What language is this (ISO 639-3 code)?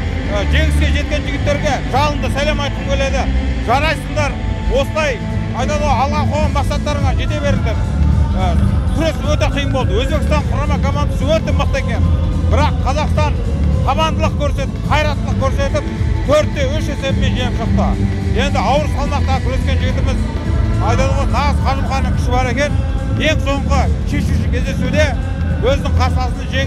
kaz